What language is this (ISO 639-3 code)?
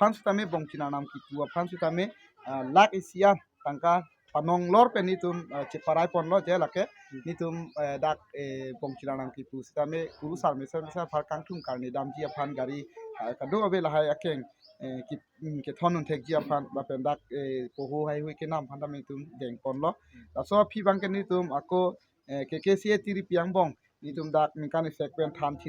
mjw